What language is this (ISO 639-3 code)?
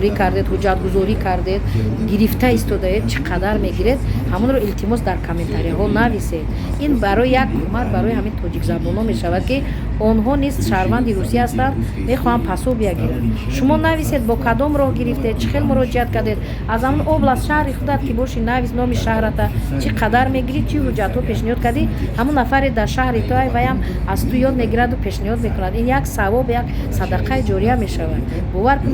tgk